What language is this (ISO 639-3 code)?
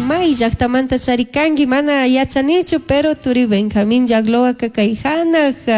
qug